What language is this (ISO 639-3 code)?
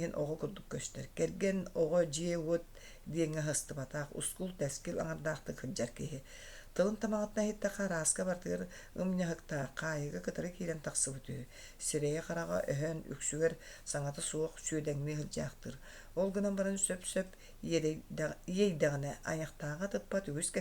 sah